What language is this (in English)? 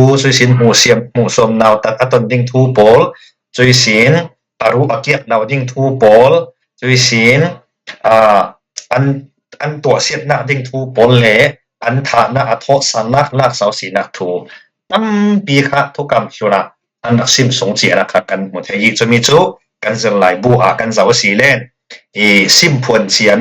Falam Chin